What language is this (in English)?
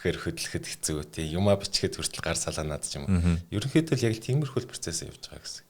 Mongolian